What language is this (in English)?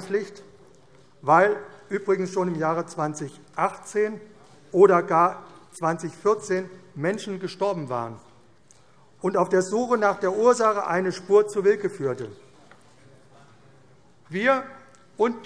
German